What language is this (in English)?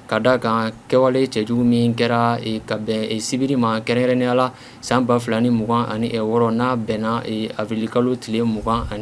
Bambara